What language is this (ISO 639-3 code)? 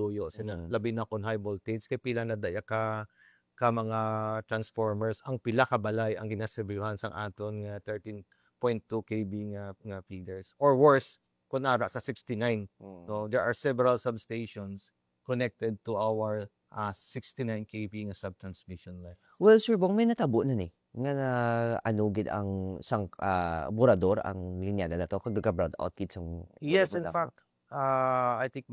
hil